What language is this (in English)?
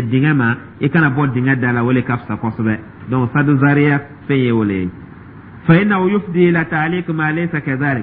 Dyula